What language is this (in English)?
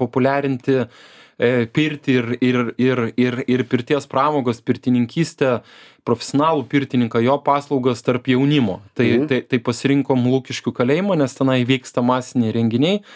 Lithuanian